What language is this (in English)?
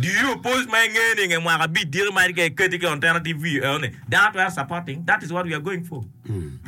Acoli